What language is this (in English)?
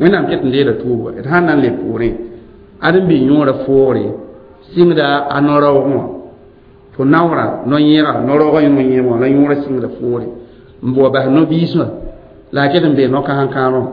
Mossi